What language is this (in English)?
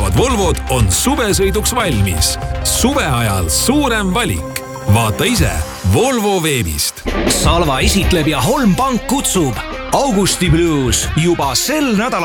Estonian